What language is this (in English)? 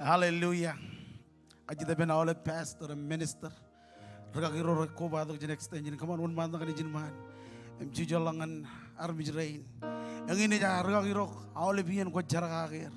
Marshallese